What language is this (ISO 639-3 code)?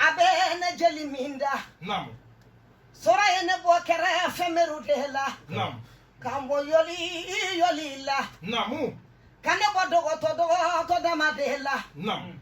bam